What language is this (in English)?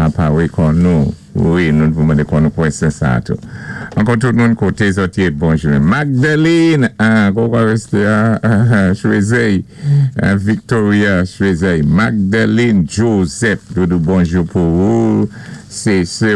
Saint Lucian Creole French